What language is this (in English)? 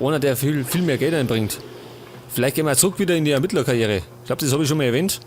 Bavarian